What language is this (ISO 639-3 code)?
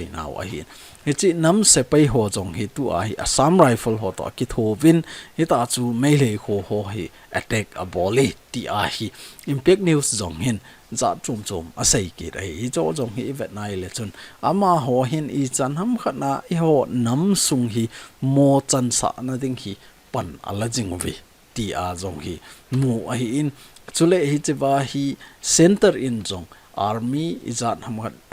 tcz